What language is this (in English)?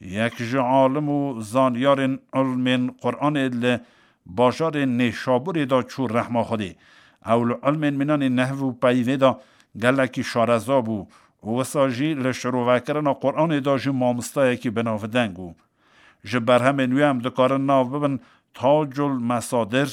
Kurdish